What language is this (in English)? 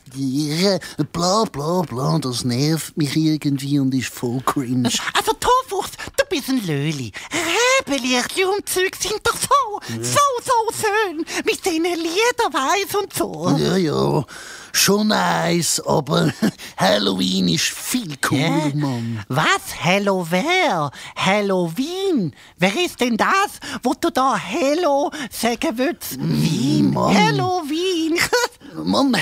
Swiss German